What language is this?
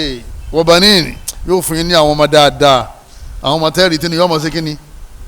Yoruba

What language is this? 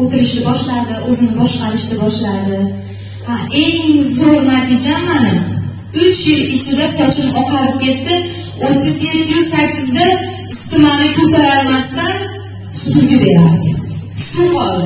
Uzbek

